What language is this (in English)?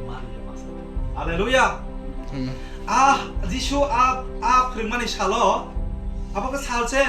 Kok Borok